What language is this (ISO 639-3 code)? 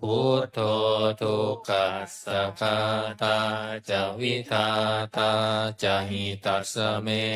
pli